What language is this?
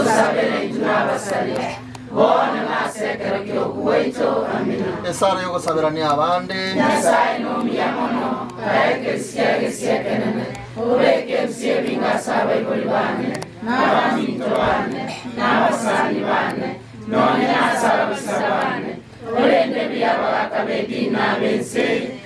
Gusii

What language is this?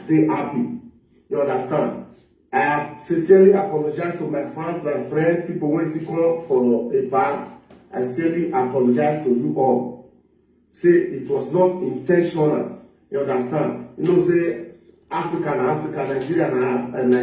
Nigerian Pidgin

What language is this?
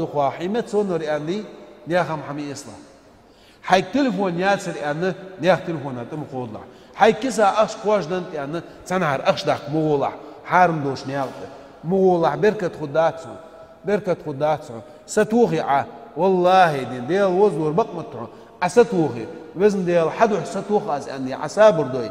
Ingush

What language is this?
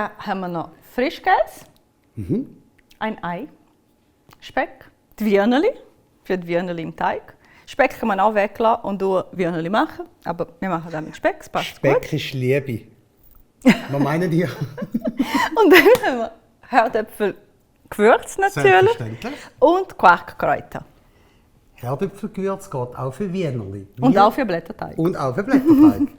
Swiss German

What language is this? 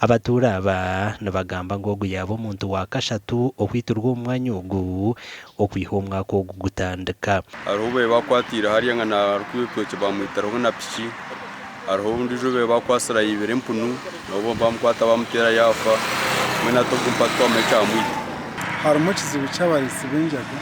Nyankole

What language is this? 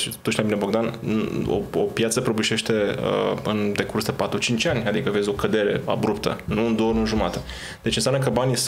Romanian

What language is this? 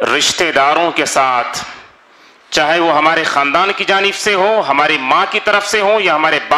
Urdu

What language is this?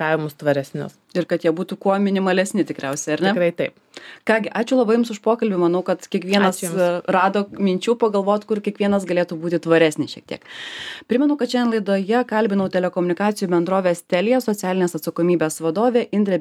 Lithuanian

